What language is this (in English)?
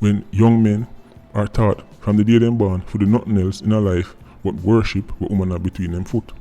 Jamaican Creole English